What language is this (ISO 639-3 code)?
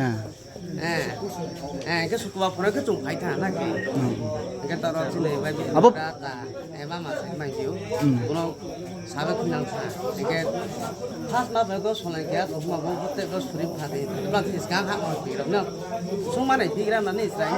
ria